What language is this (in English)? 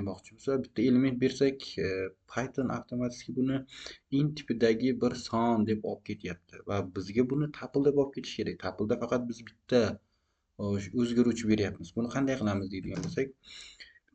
Uzbek